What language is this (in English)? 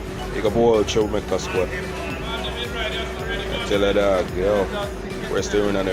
Jamaican Creole English